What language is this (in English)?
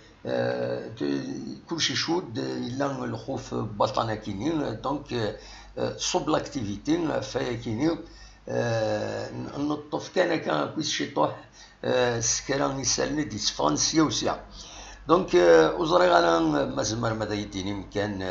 Kabyle